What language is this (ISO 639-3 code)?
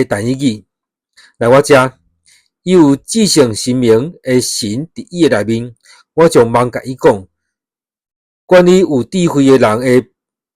nan